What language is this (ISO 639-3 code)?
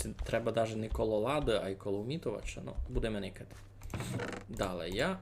rue